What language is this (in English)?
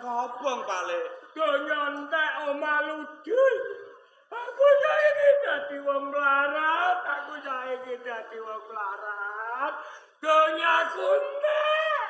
Javanese